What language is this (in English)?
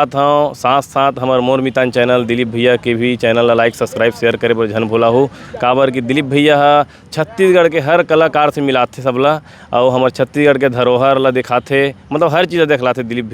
Chhattisgarhi